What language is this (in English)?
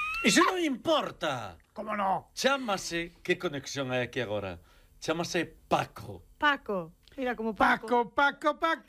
Galician